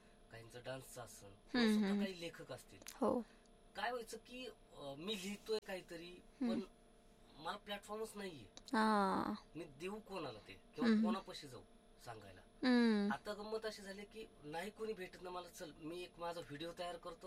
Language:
Marathi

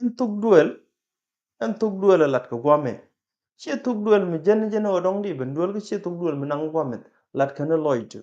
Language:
Nuer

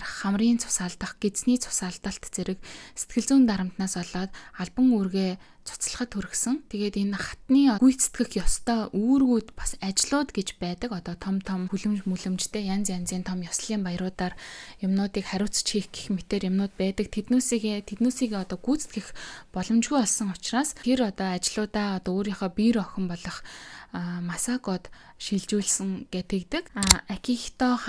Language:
Mongolian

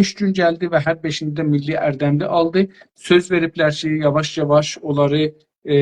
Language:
South Azerbaijani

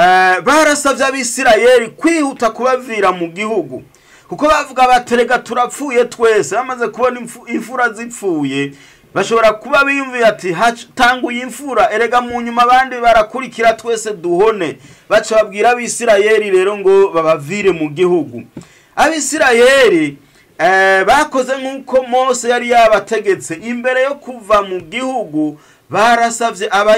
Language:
Rundi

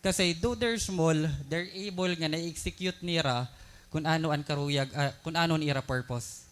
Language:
Waray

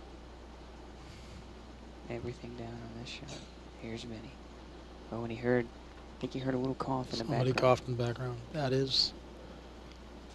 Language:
English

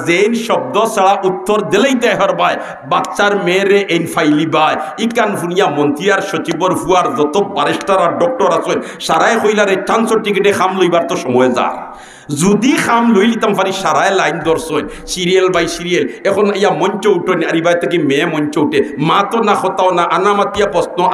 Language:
Sylheti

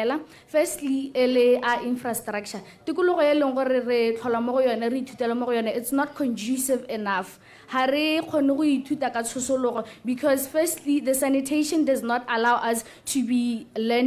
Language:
Tswana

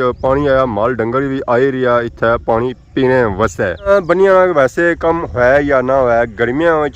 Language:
Pahari-Potwari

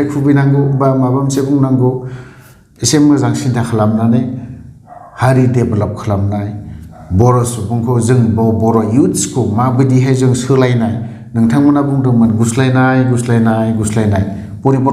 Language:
Bodo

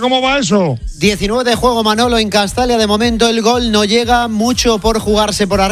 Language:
Spanish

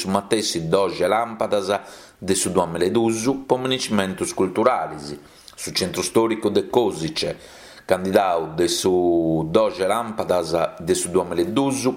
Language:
Sardinian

